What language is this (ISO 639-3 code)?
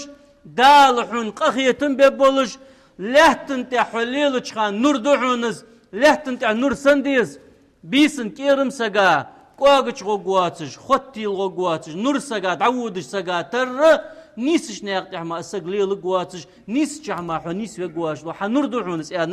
inh